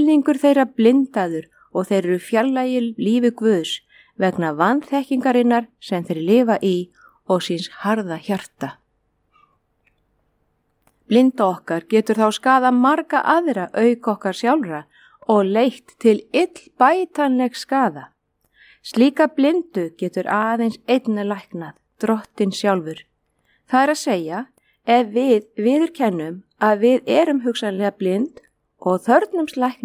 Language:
Icelandic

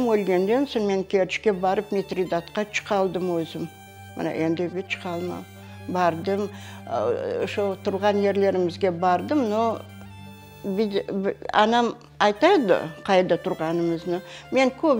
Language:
Crimean Tatar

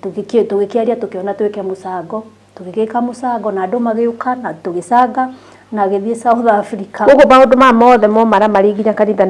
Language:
Kikuyu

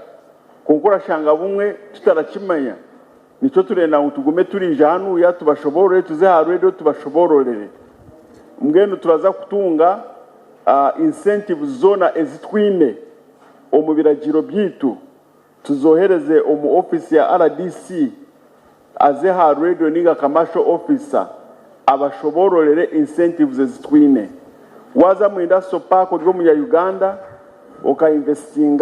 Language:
Nyankole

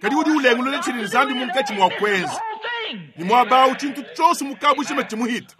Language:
Luba-Lulua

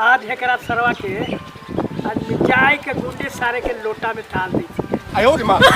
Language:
Magahi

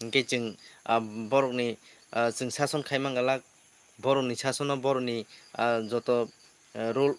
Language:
Kok Borok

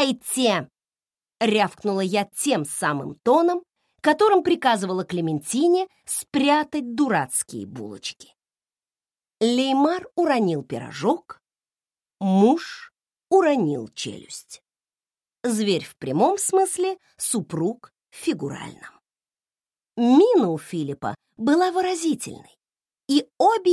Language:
Russian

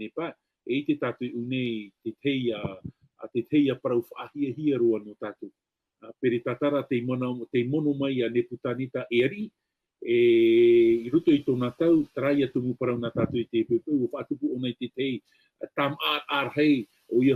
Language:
Tahitian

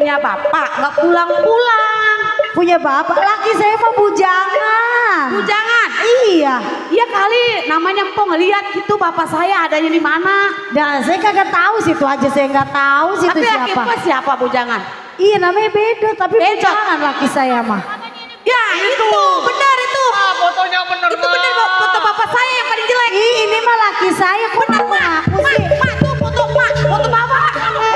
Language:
Betawi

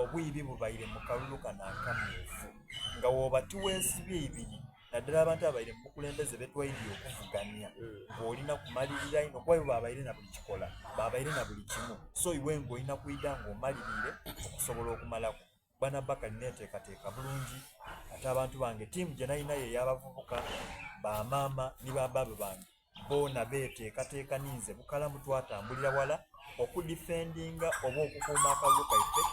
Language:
Soga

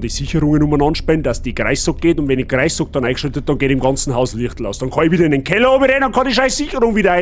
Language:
Bavarian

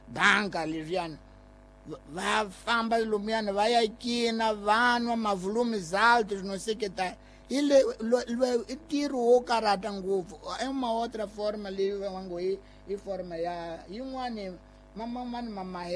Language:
Tsonga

